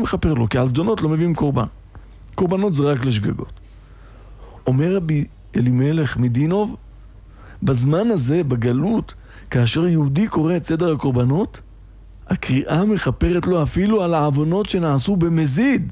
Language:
Hebrew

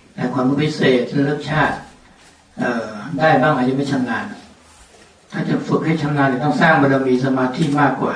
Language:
Thai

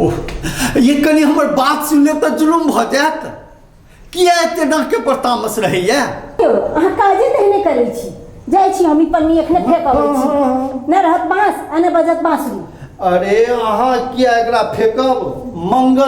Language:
Maithili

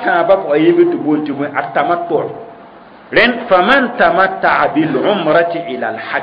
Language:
Mossi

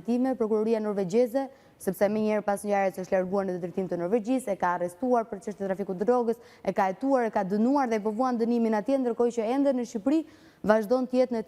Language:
Albanian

